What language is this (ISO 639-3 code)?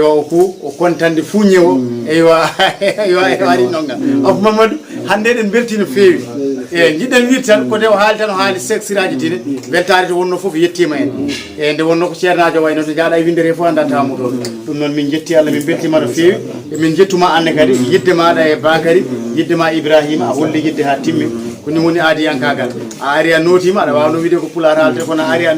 ful